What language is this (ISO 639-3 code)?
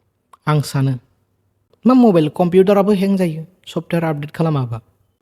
brx